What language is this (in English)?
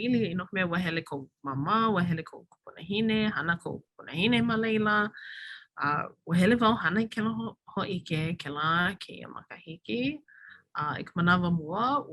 Hawaiian